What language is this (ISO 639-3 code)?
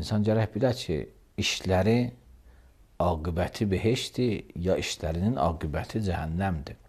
aze